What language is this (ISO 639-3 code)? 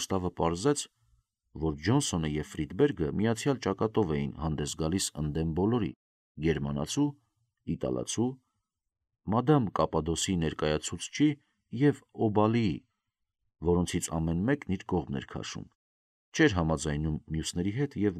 hye